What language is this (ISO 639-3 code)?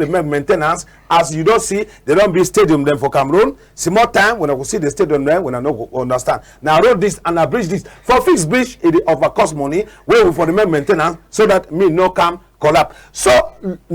wes